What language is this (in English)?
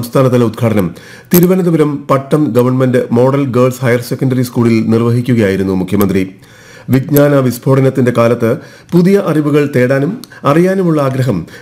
Malayalam